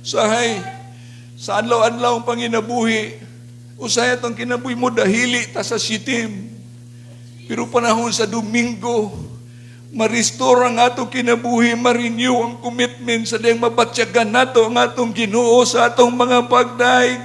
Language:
Cebuano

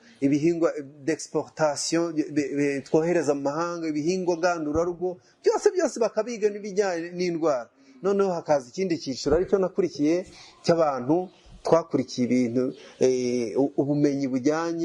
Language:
Kinyarwanda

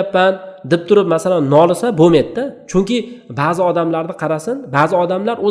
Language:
Uzbek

